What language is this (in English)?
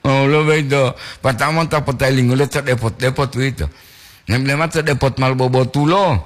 Gorontalo